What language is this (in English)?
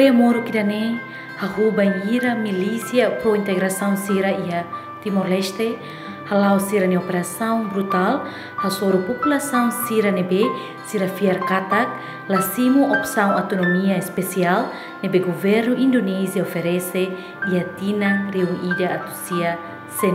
Tetum